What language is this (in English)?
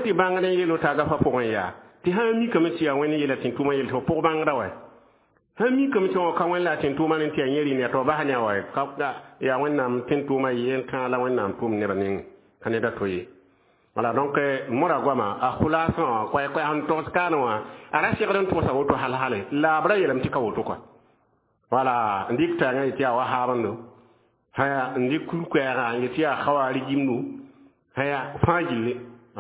Mossi